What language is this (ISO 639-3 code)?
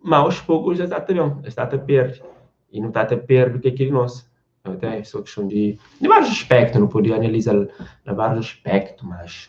kea